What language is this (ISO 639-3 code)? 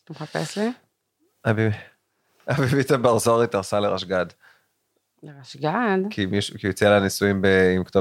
heb